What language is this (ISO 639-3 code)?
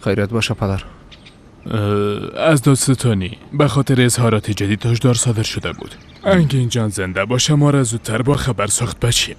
fas